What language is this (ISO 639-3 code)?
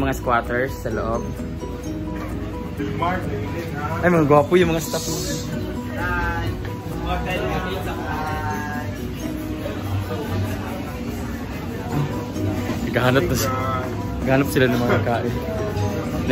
fil